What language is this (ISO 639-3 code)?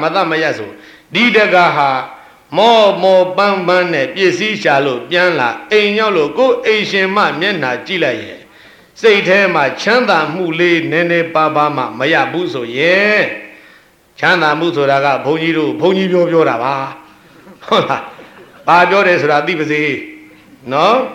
mya